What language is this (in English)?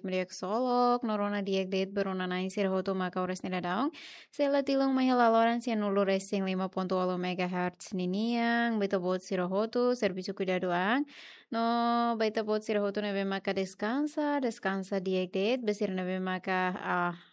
Tetum